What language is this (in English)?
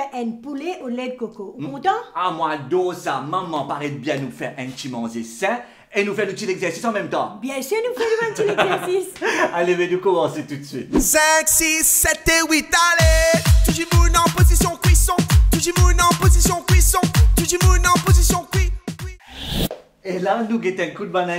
Morisyen